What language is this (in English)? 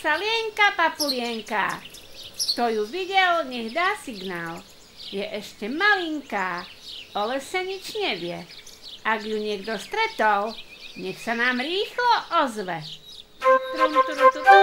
Slovak